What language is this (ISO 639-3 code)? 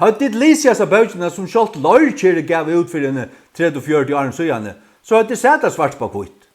fao